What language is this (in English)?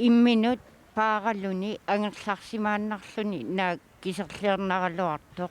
Kalaallisut